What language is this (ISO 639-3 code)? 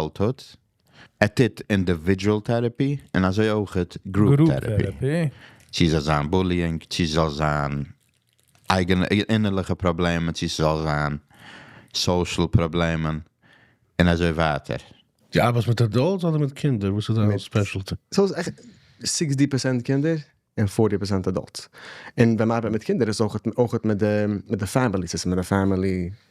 yid